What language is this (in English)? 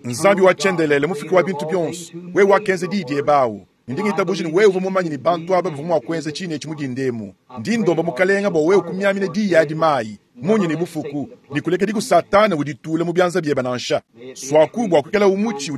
Luba-Lulua